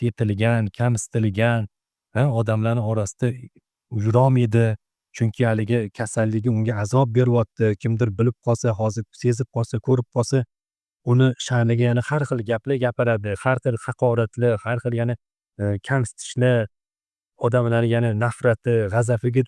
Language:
Uzbek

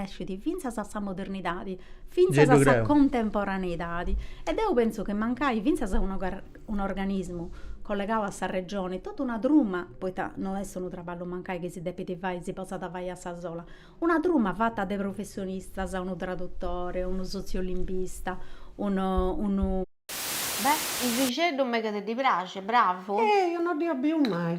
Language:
Sardinian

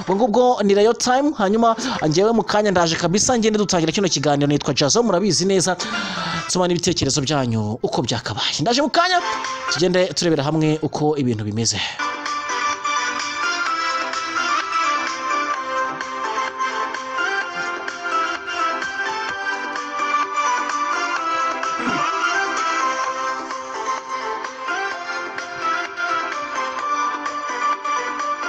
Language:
Kinyarwanda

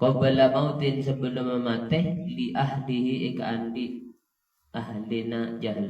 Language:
Madurese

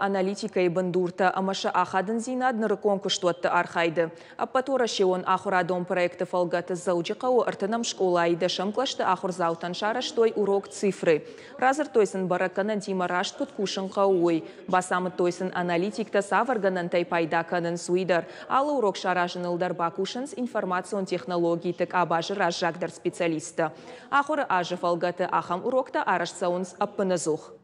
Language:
Ossetic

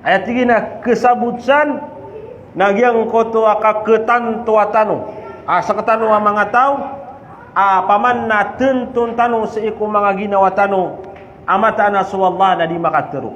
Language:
Maranao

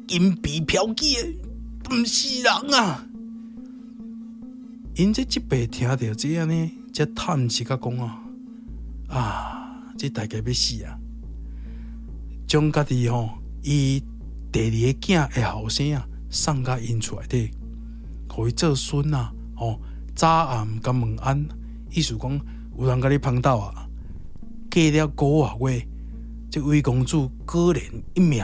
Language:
Min Nan Chinese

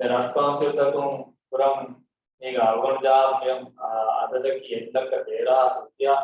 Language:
Divehi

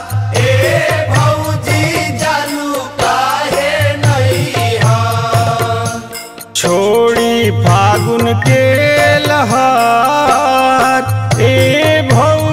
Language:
Bhojpuri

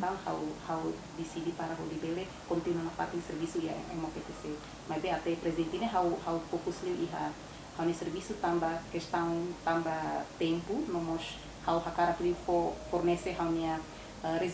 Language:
Tetum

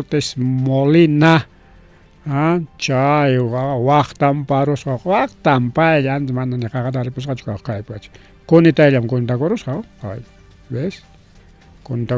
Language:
Ayacucho Quechua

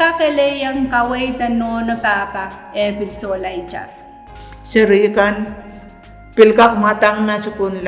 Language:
Pohnpeian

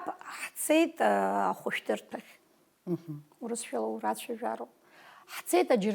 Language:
Abkhazian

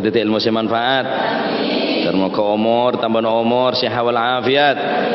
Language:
Madurese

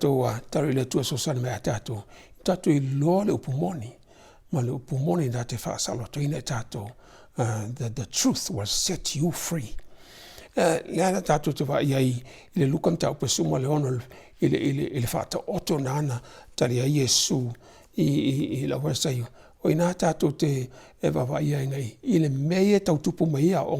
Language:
Samoan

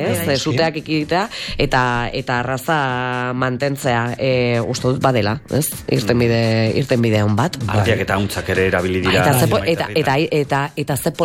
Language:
Basque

